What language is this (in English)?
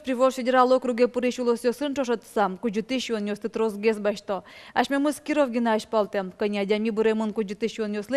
Udmurt